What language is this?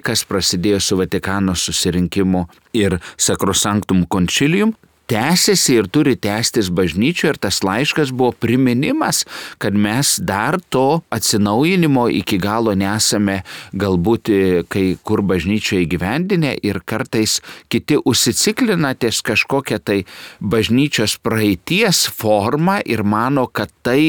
Lithuanian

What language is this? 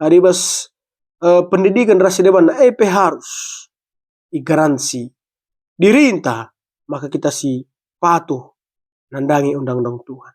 Batak Karo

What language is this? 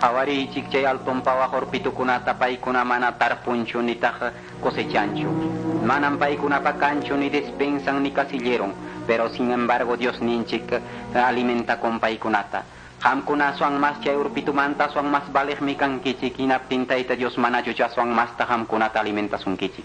Quechua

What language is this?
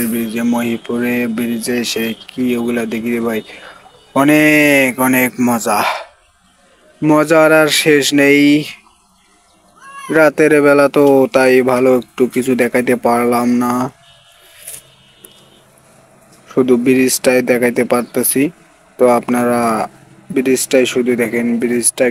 Bangla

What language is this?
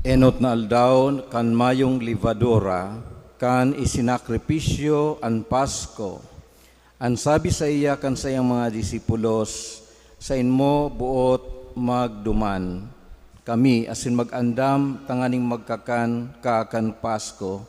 Bikol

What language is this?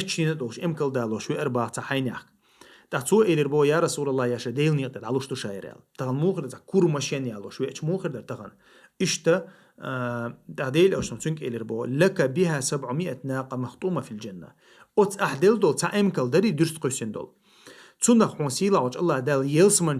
Chechen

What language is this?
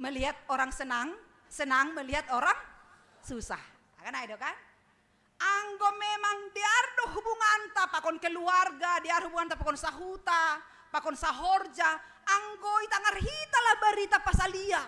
Batak Simalungun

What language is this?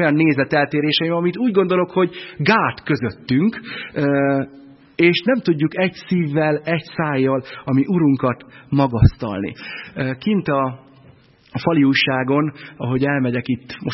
Hungarian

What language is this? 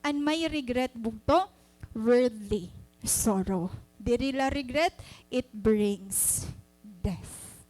Waray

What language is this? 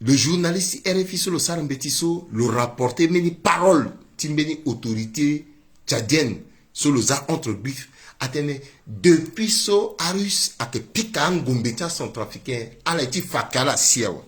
Sango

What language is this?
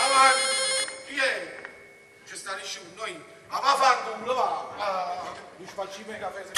Neapolitan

